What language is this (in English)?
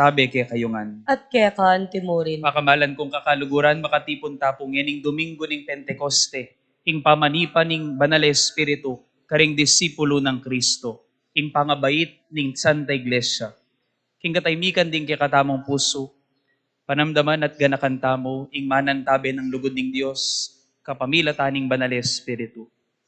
Pampanga